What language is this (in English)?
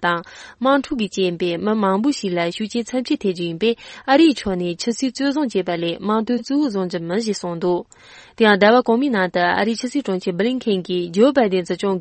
Tibetan